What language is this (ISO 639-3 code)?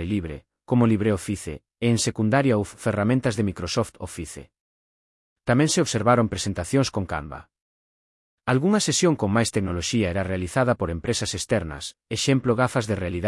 glg